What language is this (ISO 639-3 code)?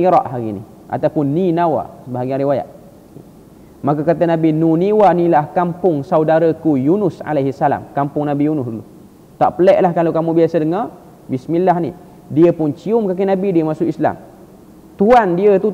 msa